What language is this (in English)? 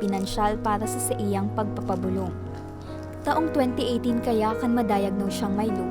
Bikol